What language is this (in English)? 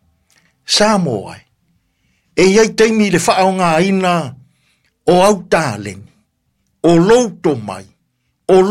Samoan